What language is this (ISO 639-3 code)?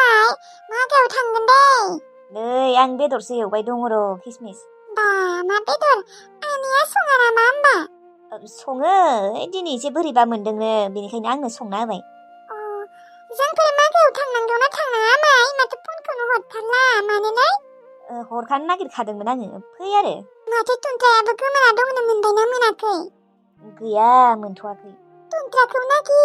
brx